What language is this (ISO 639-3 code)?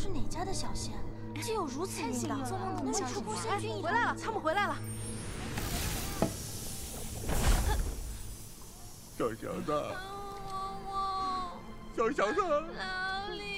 zho